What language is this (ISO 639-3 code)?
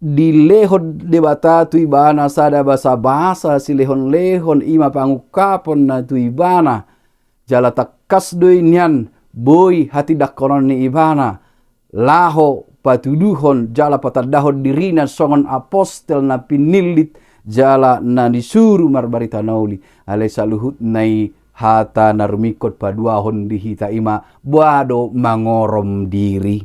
bbc